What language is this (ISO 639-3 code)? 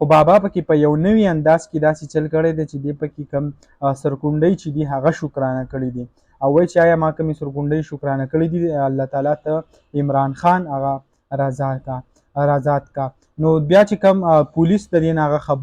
pus